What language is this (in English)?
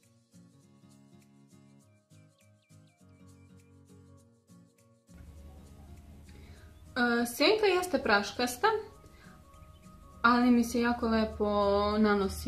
Serbian